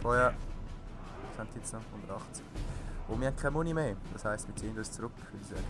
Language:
Swiss German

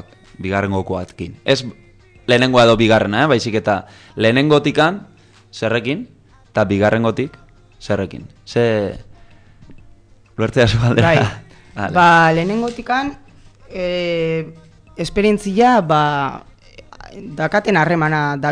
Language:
Basque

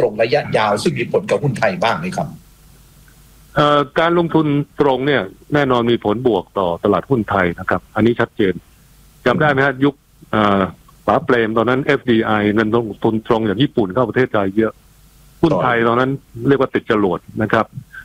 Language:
Thai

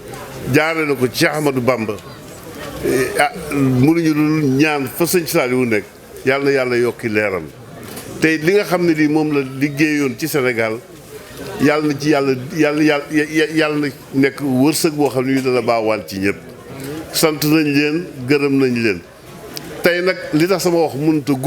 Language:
Wolof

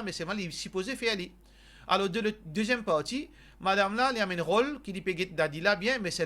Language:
Morisyen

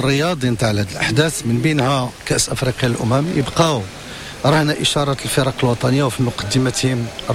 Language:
Moroccan Arabic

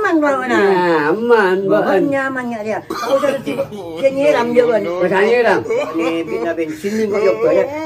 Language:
Madurese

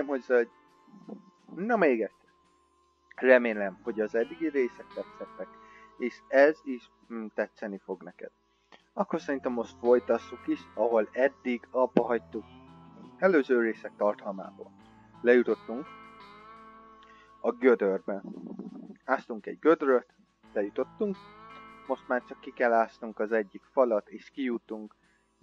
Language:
Hungarian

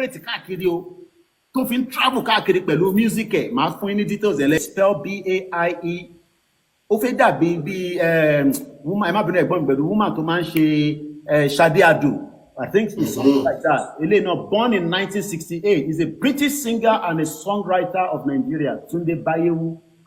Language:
Yoruba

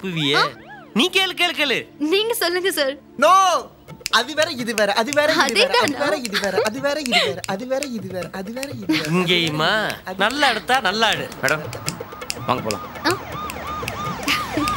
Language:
Tamil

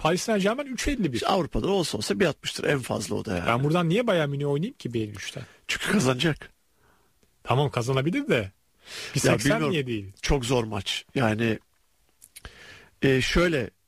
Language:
Turkish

